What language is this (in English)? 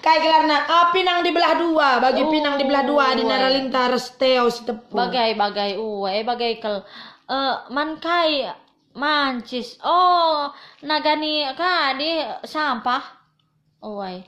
Batak Karo